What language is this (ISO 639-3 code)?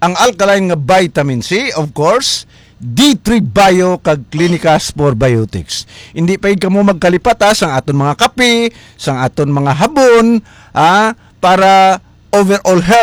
hil